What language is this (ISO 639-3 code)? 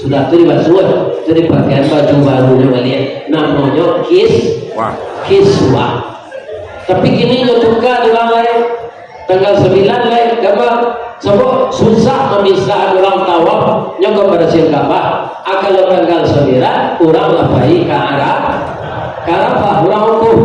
min